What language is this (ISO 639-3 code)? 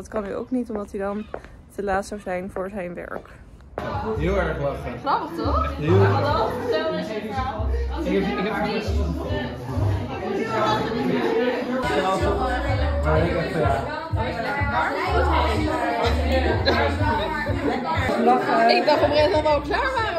nld